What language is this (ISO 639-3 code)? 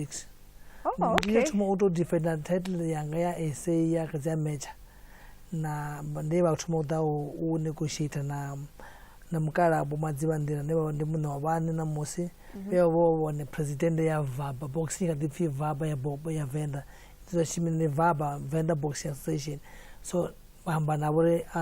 ven